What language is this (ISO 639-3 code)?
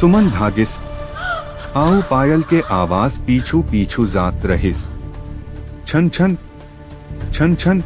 hne